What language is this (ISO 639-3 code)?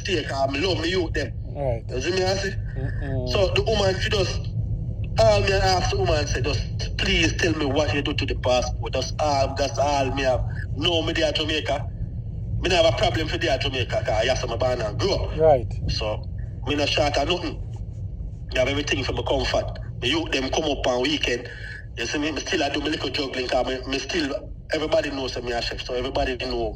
jam